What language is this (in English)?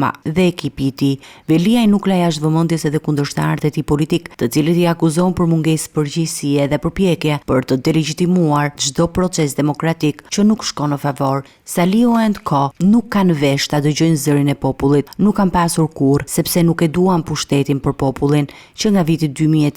Albanian